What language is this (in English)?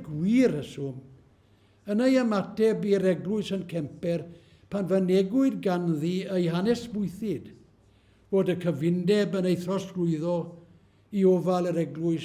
Welsh